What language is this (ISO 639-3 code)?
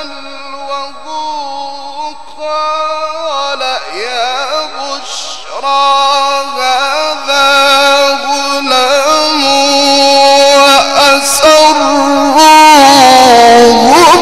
ara